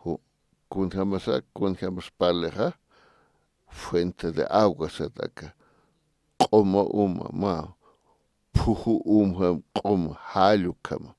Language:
Aymara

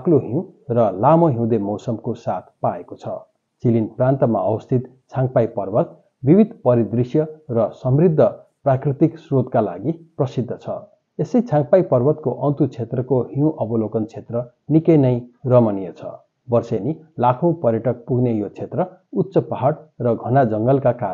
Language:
Nepali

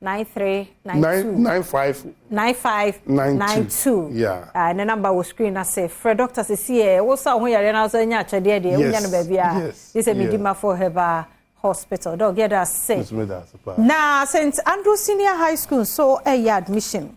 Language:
Akan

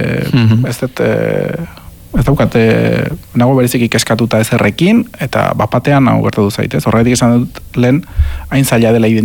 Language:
Basque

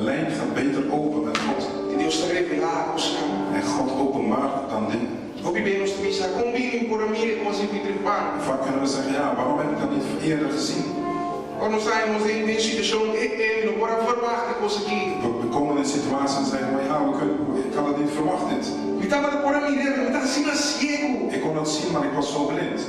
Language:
Papiamento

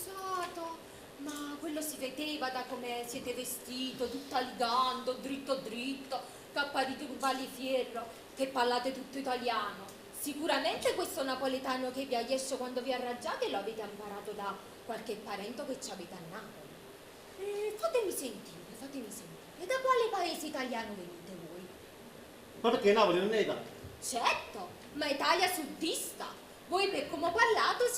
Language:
Neapolitan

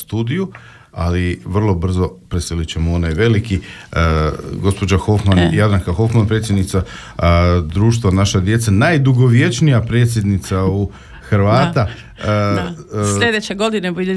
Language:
Croatian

